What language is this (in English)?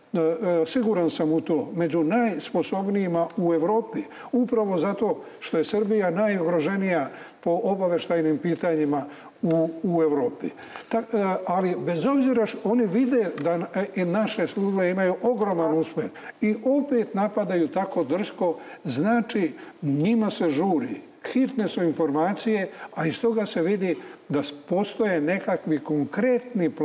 Serbian